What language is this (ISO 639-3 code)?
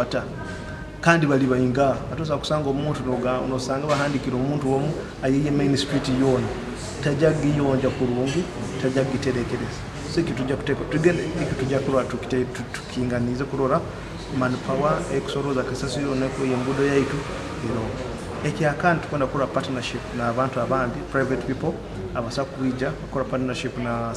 nyo